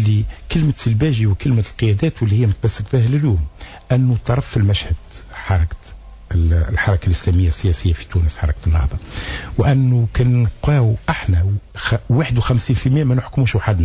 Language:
Tunisian Arabic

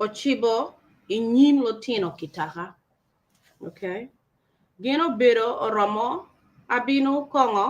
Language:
Acoli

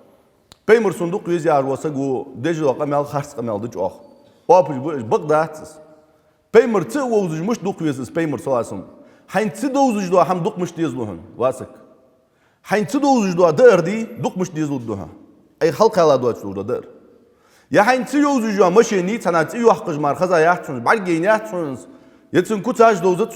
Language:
Ingush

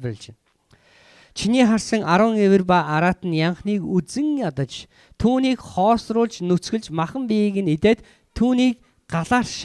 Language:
Mongolian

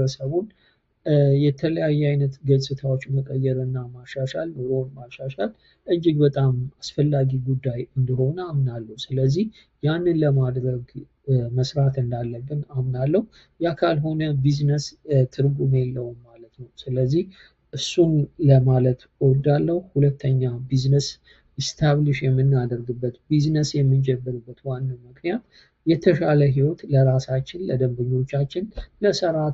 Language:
Amharic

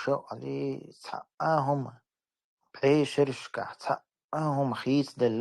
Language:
Chechen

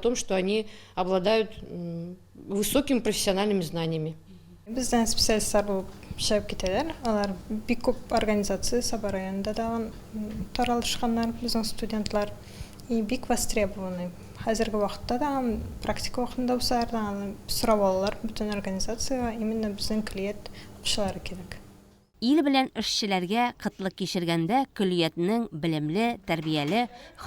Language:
Tatar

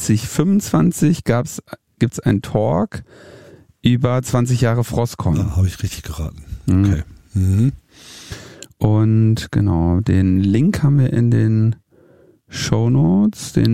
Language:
German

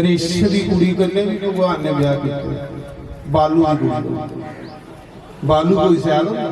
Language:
Dogri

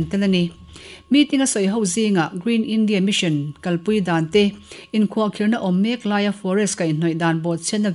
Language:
Mizo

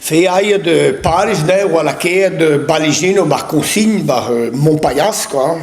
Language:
Breton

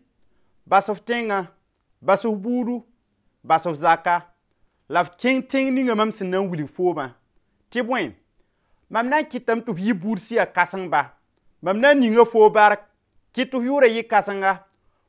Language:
Mossi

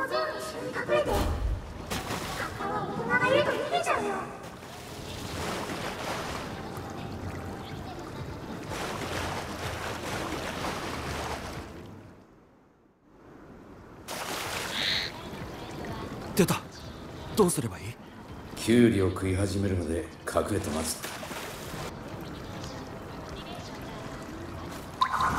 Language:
Japanese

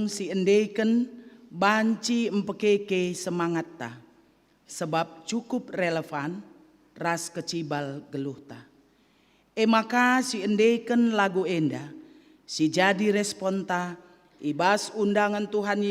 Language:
Batak Karo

